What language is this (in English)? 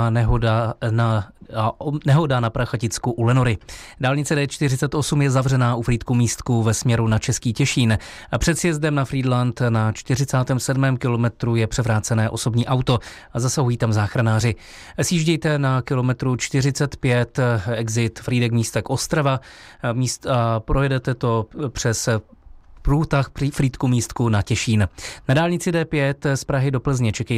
Czech